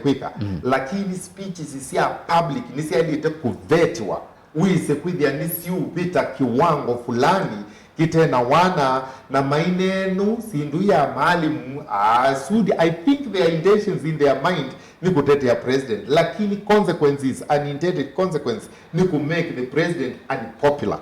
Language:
Kamba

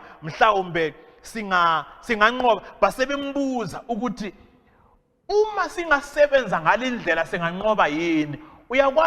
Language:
North Ndebele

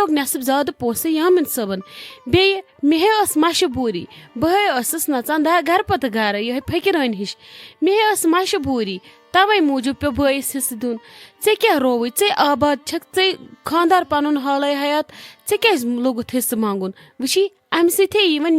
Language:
Kashmiri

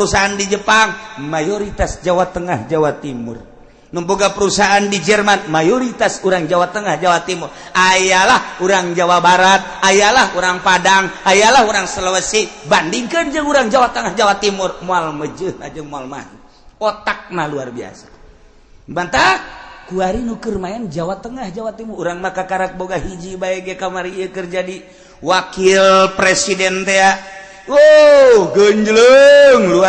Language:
Sundanese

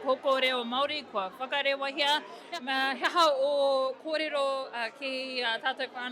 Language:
Māori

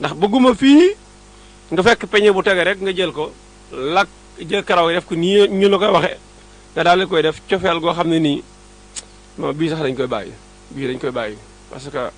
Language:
Wolof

